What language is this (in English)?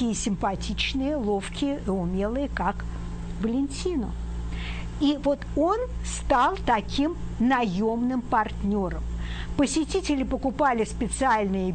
Russian